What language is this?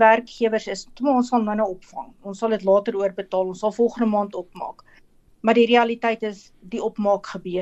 Afrikaans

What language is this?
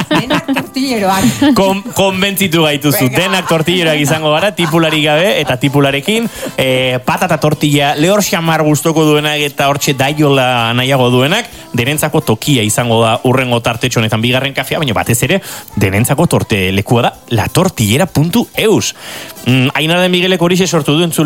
Basque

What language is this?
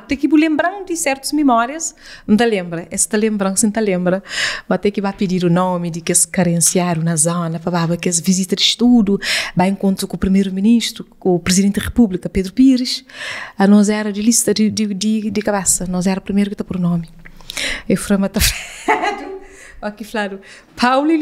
Kabuverdianu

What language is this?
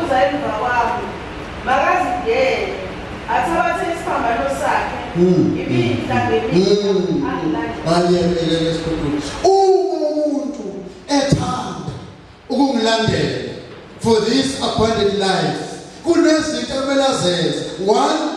Zulu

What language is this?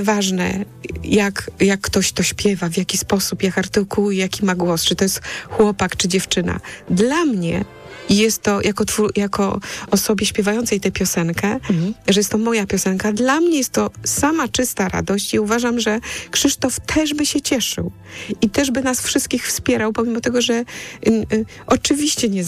Polish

